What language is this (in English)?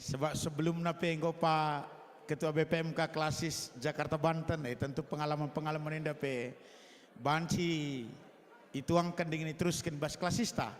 Batak Karo